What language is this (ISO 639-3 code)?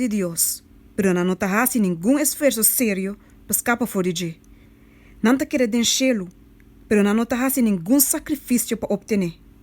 pap